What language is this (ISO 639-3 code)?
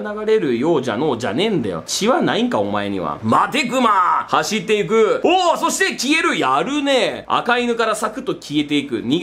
jpn